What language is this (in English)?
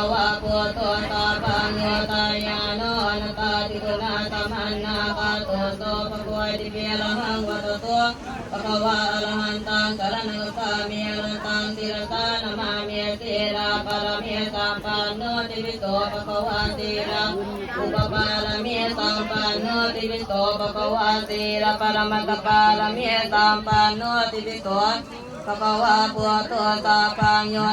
Pali